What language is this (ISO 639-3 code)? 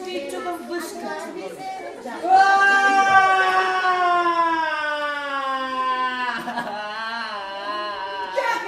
bul